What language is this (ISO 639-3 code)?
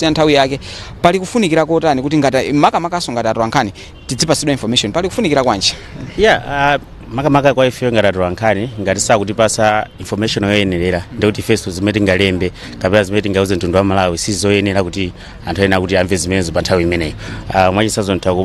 nya